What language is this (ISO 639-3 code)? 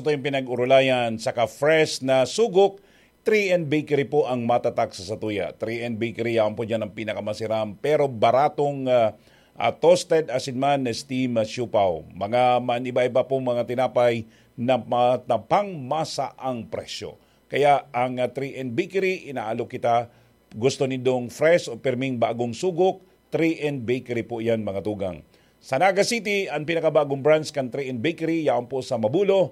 bik